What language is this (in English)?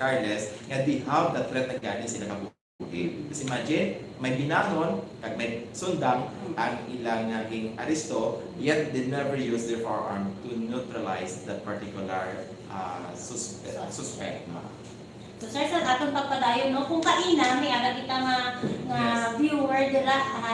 Hiligaynon